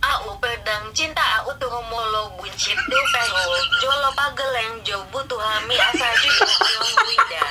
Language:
Batak Toba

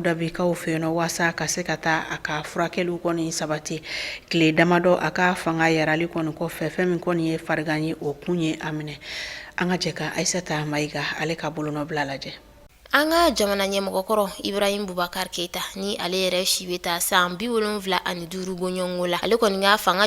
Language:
Bambara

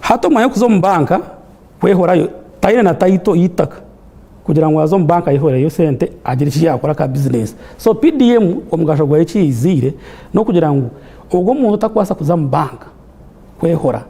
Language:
Nyankole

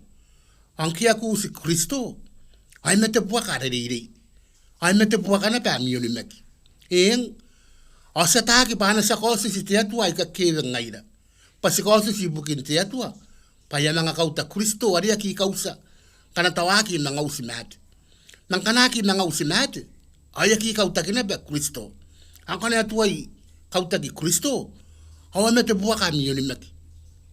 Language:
Gilbertese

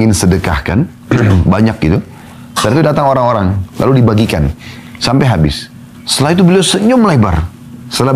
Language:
Indonesian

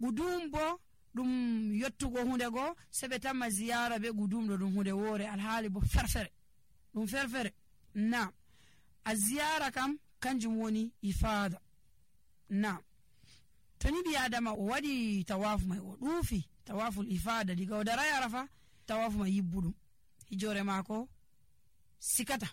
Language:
Nigerian Fulfulde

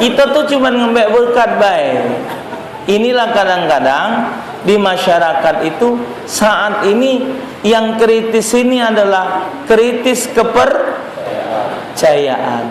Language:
Musi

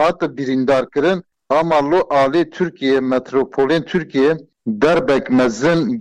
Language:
Kurdish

